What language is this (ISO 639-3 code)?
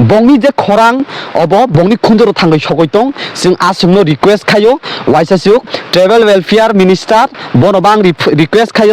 trp